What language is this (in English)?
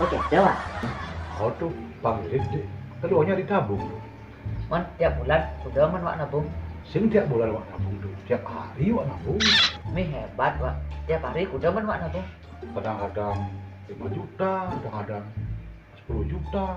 Balinese